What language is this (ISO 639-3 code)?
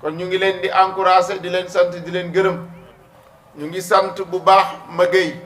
wol